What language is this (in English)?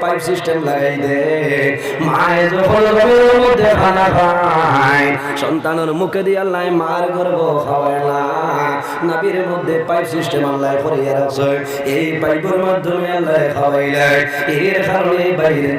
Sylheti